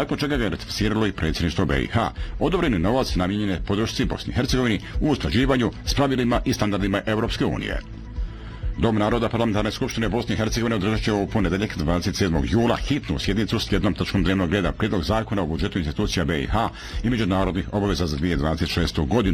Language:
Bosnian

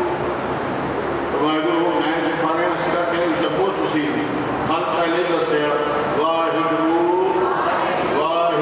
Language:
Punjabi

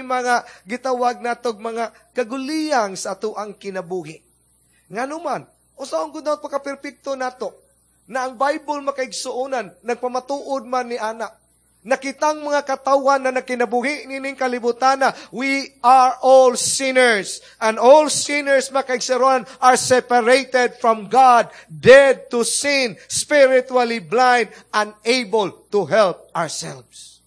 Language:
Cebuano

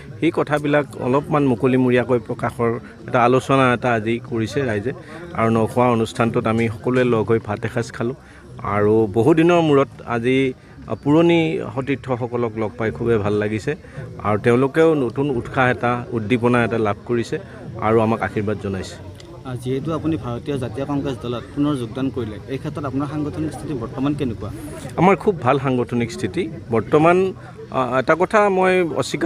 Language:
Assamese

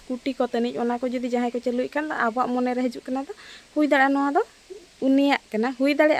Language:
Santali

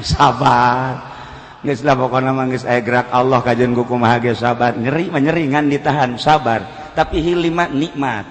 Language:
Sundanese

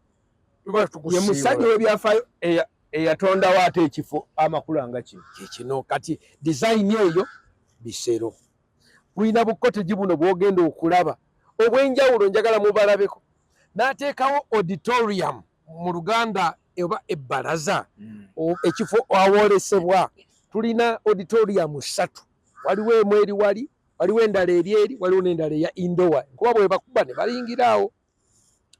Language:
Ganda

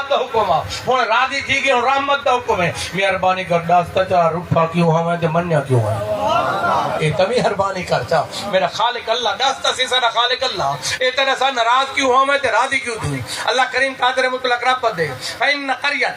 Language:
Saraiki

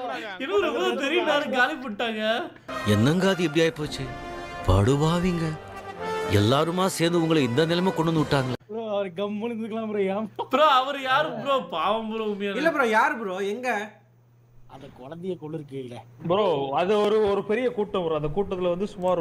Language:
Tamil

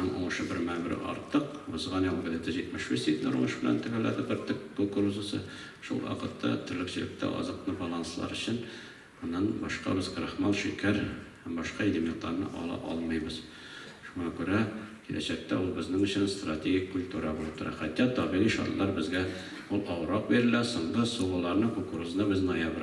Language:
Tatar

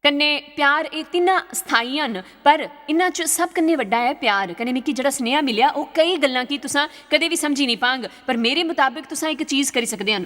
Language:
Dogri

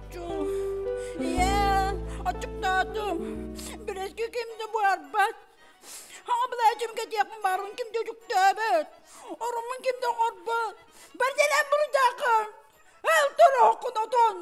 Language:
Yakut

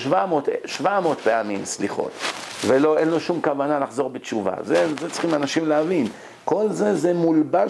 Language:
Hebrew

